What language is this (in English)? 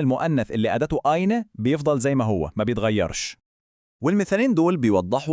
Egyptian Arabic